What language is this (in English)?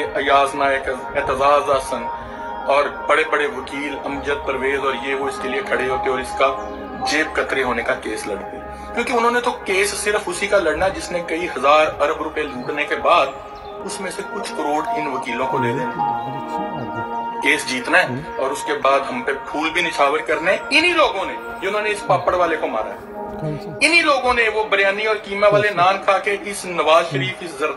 Urdu